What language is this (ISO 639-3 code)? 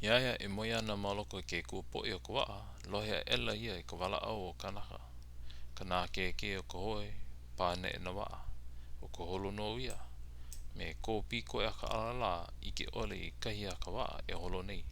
haw